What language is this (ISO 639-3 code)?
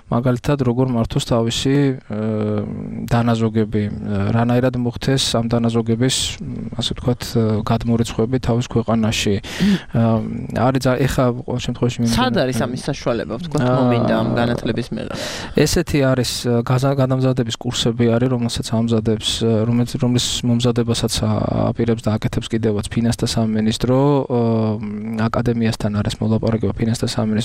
kat